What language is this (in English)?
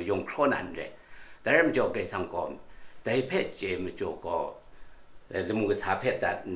Kachin